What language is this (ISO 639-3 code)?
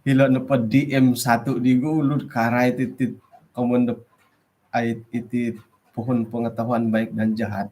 dtp